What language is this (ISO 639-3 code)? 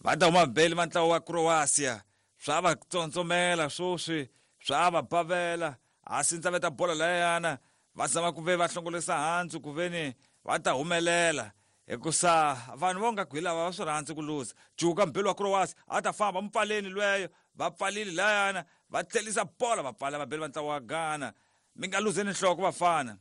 tso